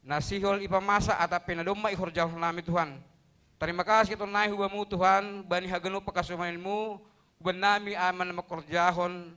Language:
Batak Simalungun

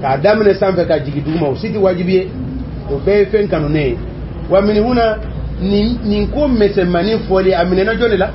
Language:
Bambara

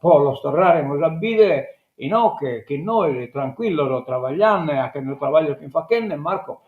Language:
Sardinian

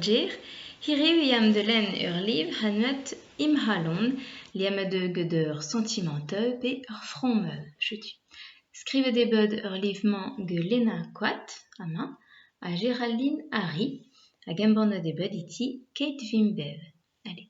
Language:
Breton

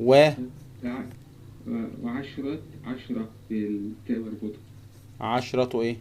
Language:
Egyptian Arabic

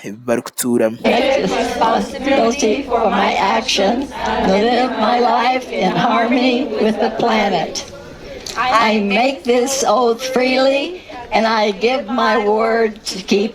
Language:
Nyankole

